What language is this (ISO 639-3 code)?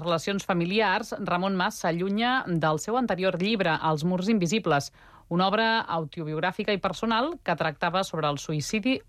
cat